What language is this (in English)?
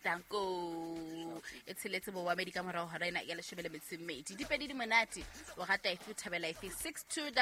Southern Sotho